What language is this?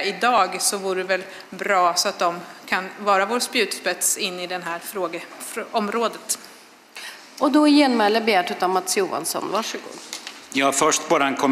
Swedish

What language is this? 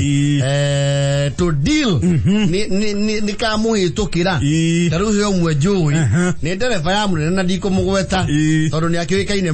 Kikuyu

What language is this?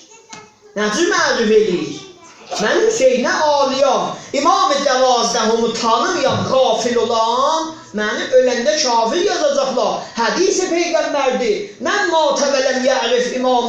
South Azerbaijani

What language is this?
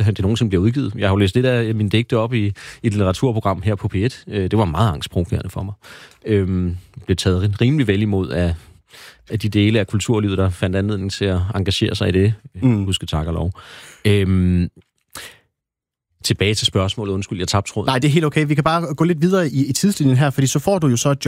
Danish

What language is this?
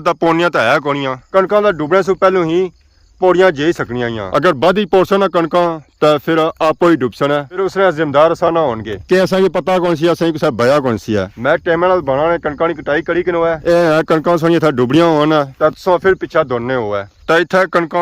Pahari-Potwari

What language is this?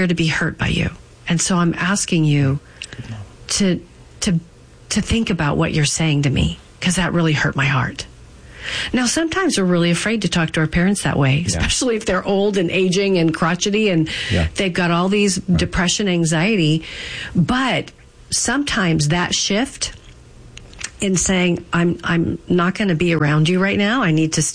English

